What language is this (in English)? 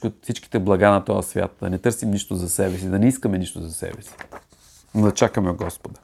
Bulgarian